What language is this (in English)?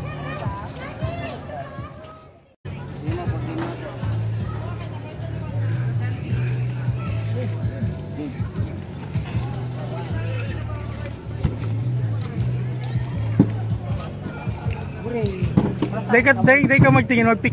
Filipino